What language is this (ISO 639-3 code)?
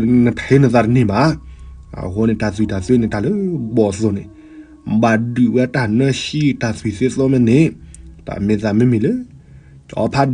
ksw